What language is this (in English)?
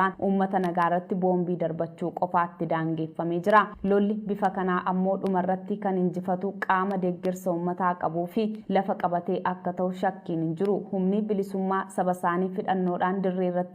Oromo